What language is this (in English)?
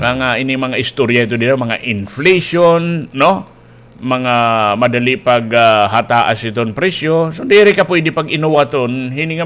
Waray